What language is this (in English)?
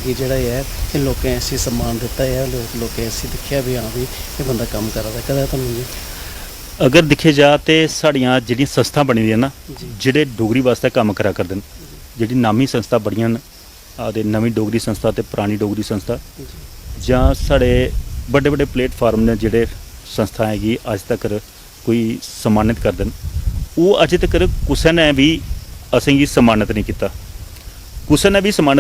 Dogri